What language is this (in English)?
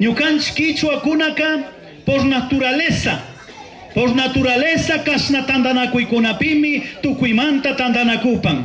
Chimborazo Highland Quichua